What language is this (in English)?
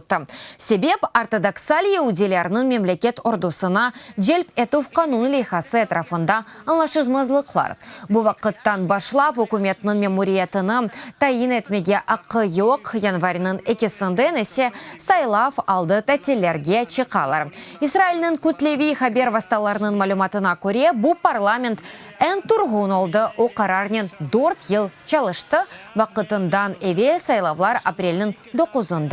Crimean Tatar